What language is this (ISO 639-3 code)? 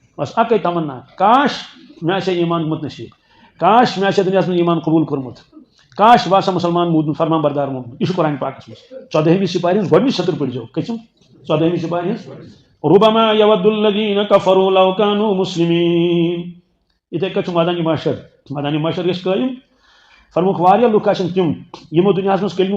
kas